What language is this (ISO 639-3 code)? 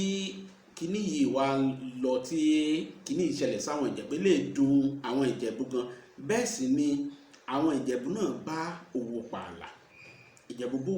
yor